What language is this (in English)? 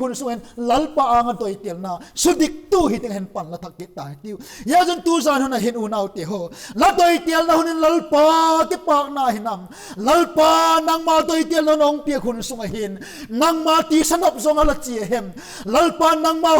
Vaiphei